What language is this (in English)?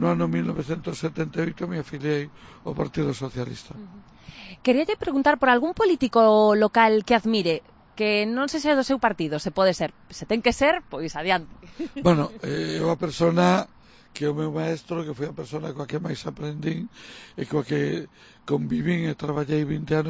Galician